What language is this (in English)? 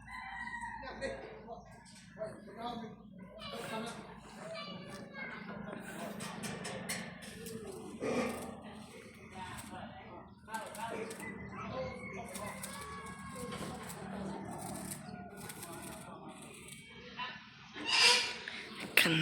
Northeastern Thai